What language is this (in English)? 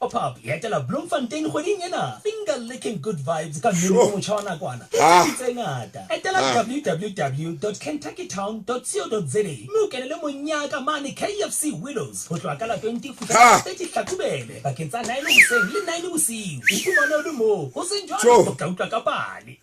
Southern Sotho